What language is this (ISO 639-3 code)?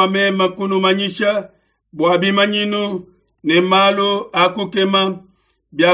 lua